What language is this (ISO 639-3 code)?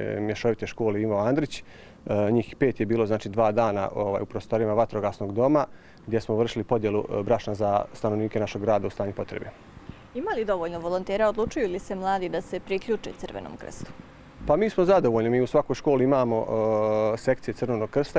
bos